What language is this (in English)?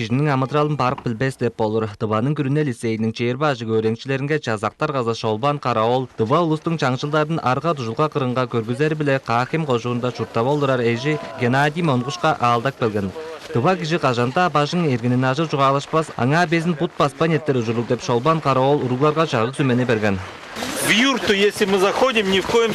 Tuvinian